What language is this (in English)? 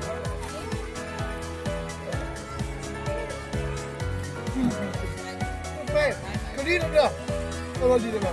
Danish